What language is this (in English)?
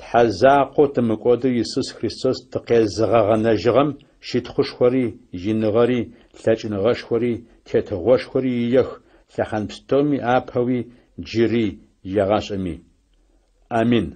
Adyghe